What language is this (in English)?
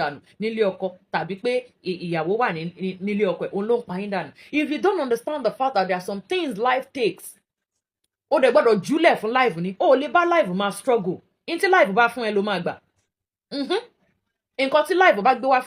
Yoruba